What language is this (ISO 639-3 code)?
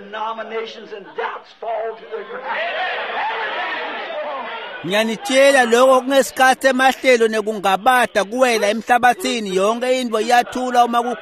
ssw